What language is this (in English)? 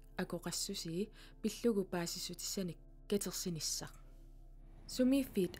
Kalaallisut